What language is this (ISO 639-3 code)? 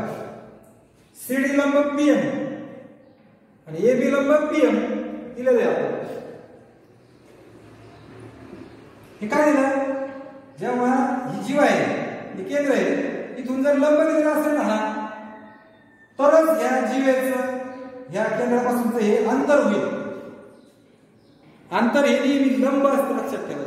mar